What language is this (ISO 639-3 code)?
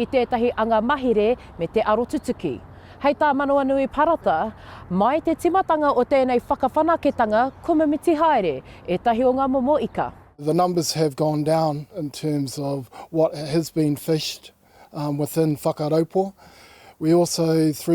mri